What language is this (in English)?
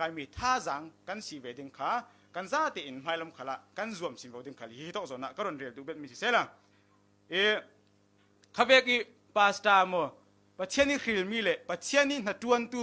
Falam Chin